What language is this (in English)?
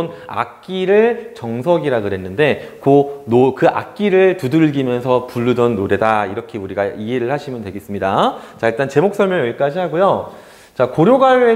Korean